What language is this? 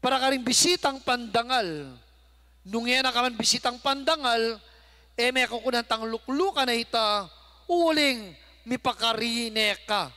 Pampanga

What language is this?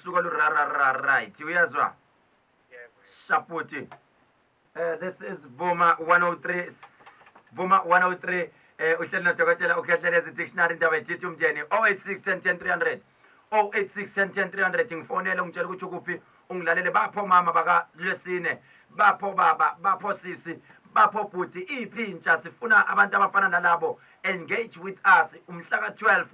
Zulu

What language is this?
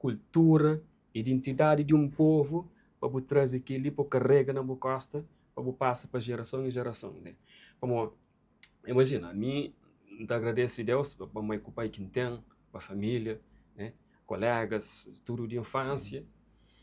Kabuverdianu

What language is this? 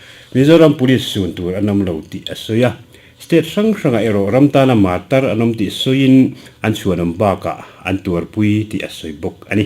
Mizo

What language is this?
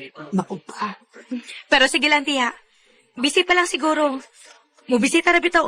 Cebuano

